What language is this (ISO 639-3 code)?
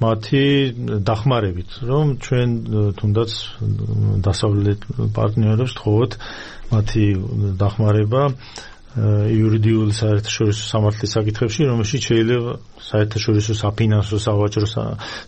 kat